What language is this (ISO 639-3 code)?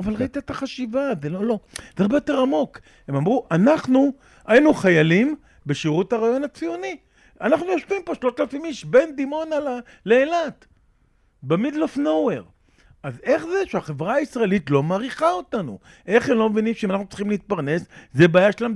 heb